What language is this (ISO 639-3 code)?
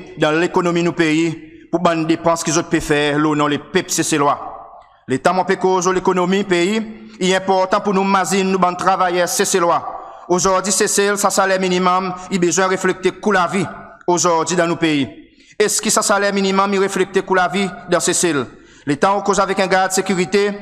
crs